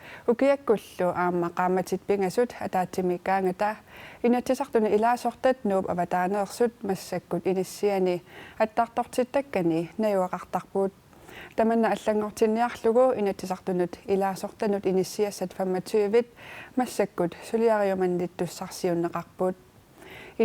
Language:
Kalaallisut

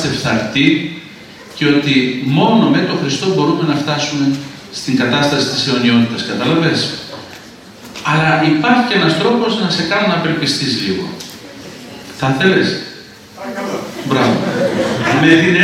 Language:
Greek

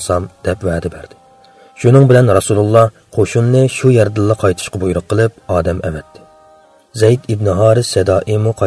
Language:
Uyghur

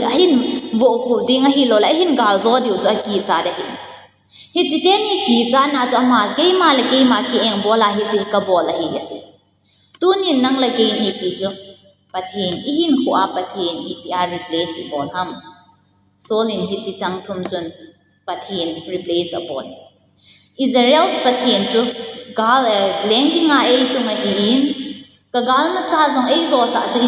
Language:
Thado Chin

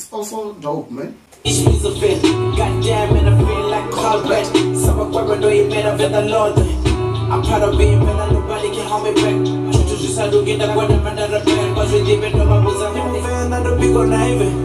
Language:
Venda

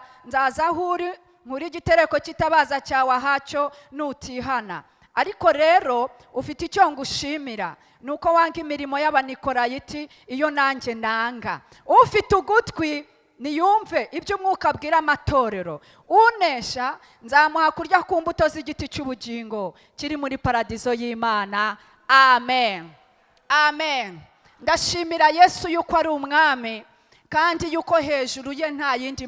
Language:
Kinyarwanda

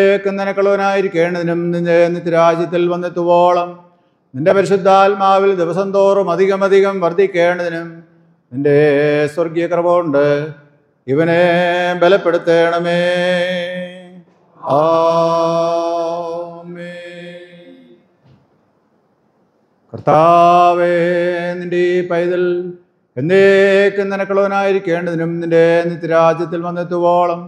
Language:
Malayalam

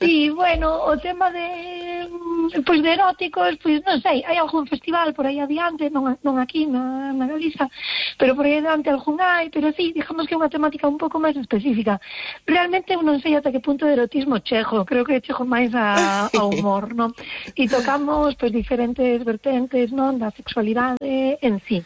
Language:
Galician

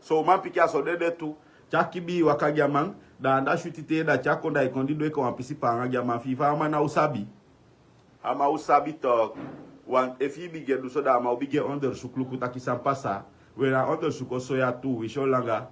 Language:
Sranan Tongo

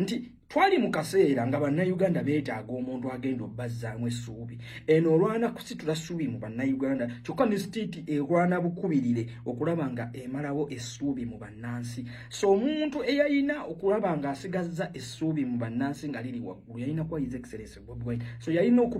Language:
Ganda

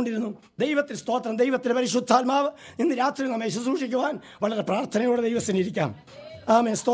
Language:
Malayalam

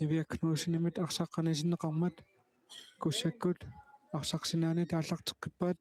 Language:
Kalaallisut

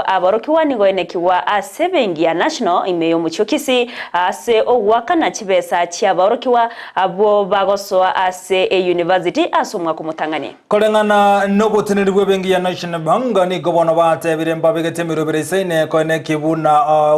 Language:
Gusii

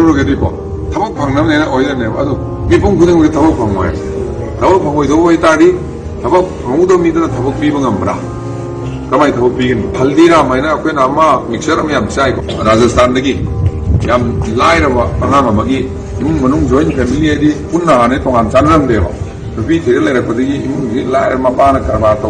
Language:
Manipuri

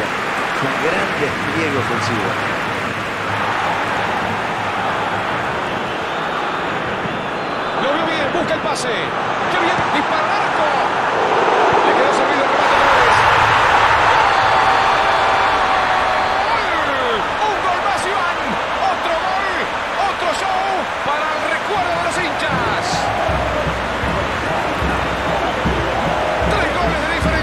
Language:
Spanish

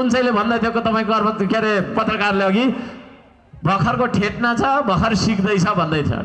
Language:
Nepali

